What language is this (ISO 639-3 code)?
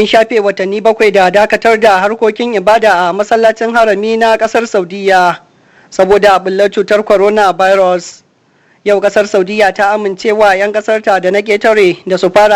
hau